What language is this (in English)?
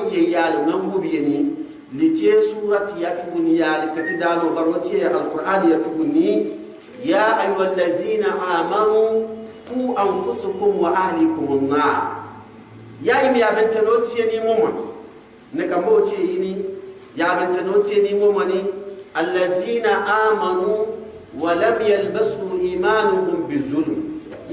Gourmanchéma